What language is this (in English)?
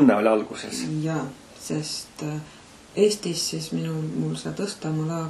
Estonian